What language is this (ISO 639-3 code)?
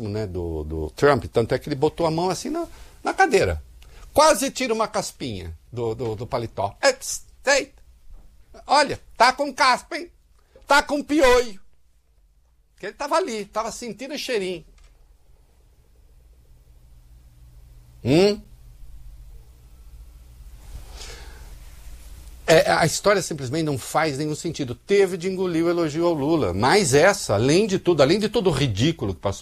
por